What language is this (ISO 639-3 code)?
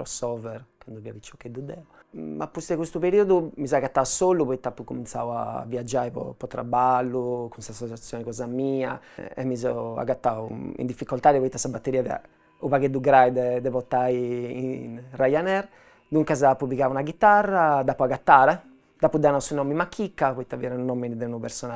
srd